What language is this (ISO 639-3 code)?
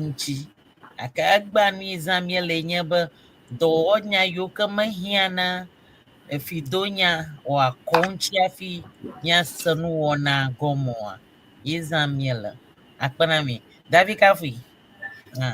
ewe